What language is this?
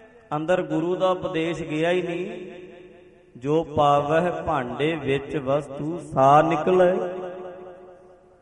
Punjabi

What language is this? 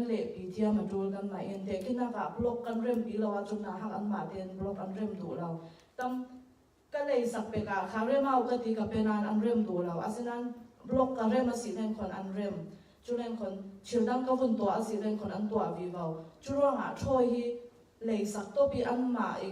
Falam Chin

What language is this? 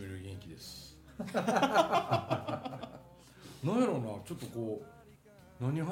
Japanese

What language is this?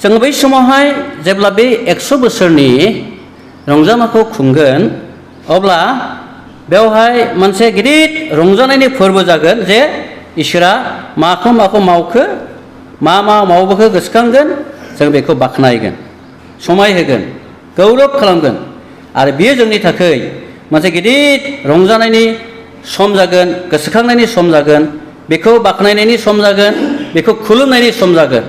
Bodo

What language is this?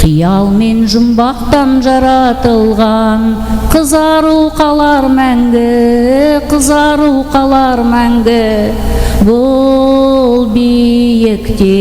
Kara-Kalpak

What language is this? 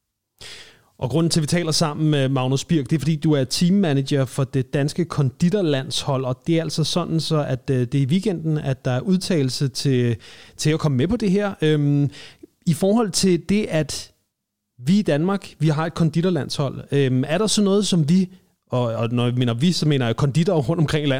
Danish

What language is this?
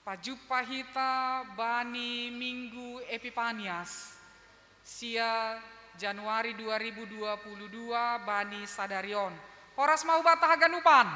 Batak Simalungun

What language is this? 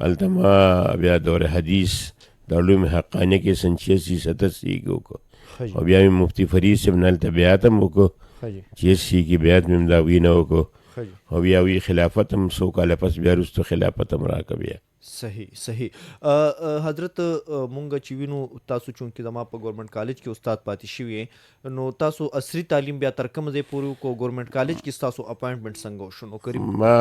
Pashto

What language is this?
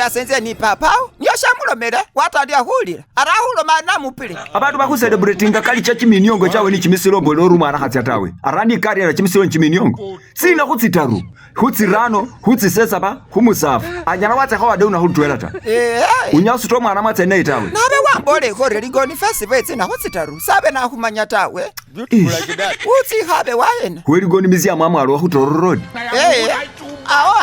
Masaaba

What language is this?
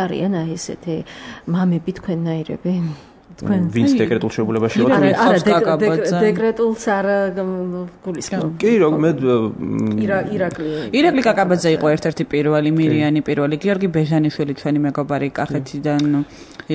Georgian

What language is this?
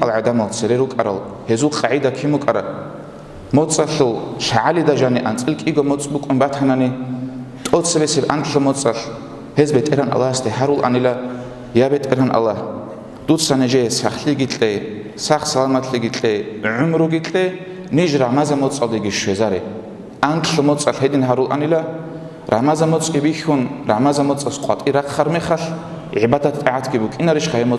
Avaric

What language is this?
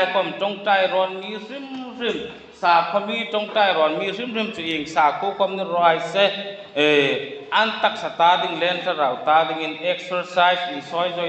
Hmar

